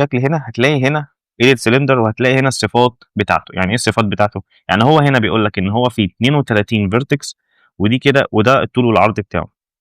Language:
Egyptian Arabic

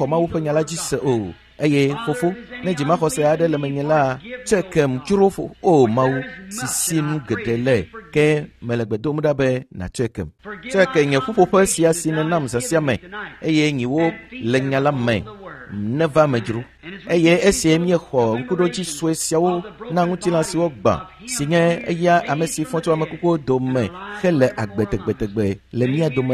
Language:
Ewe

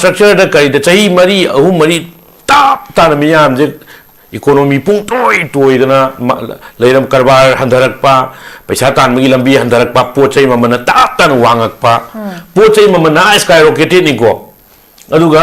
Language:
Manipuri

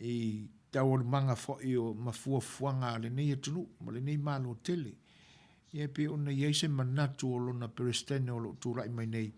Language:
Samoan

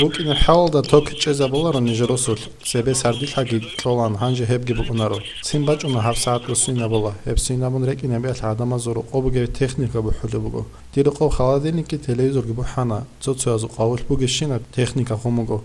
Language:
Avaric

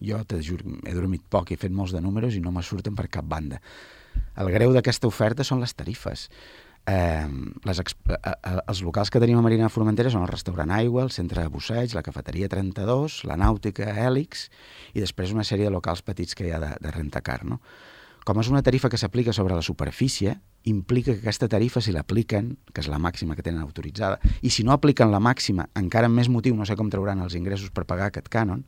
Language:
Catalan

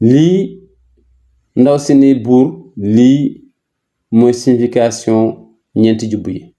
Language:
Wolof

